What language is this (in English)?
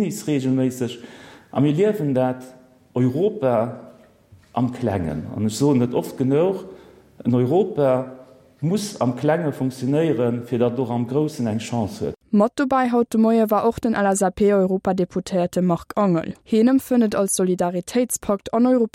Luxembourgish